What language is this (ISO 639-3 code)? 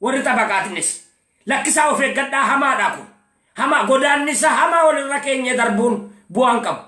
orm